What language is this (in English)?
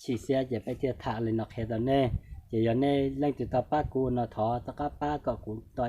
Hmong